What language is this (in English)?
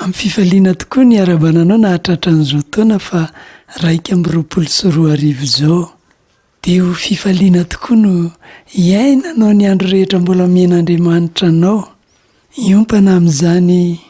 Malagasy